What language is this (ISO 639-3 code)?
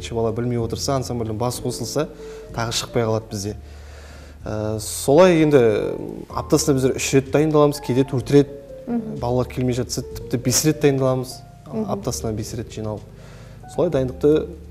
kaz